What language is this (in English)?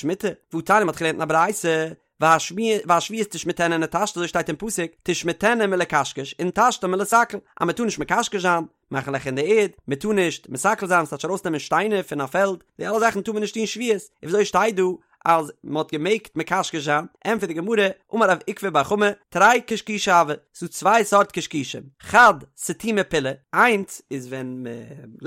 Yiddish